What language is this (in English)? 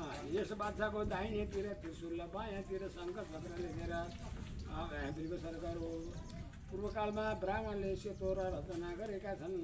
Nepali